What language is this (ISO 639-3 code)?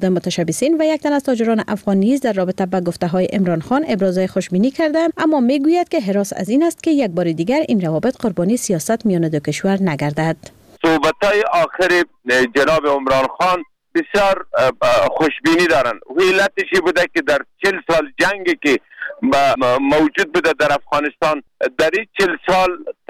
fas